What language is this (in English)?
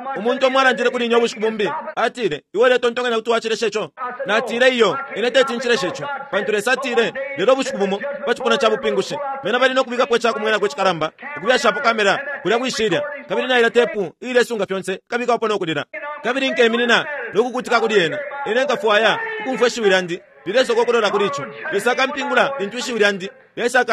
Bemba